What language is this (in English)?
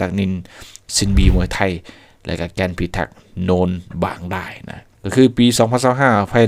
Lao